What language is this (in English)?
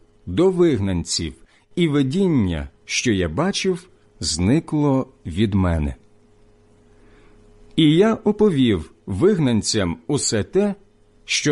Ukrainian